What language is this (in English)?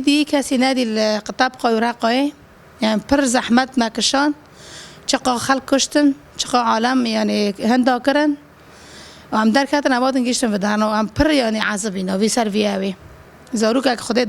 Kurdish